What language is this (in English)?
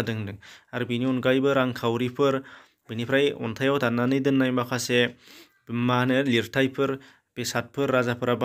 Bodo